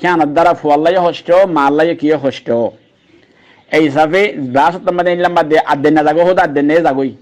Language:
Rohingya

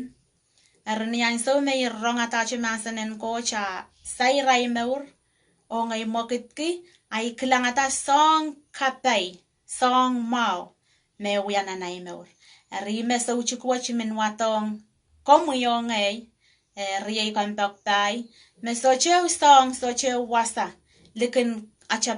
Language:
Pohnpeian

